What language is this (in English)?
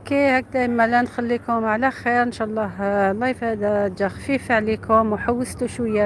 Algerian Arabic